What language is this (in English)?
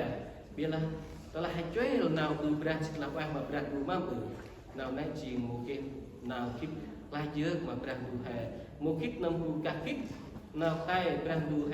Central Mnong